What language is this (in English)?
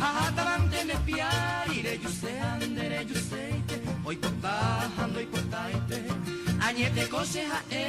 Guarani